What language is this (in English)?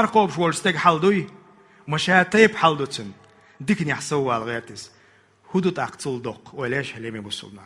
Chechen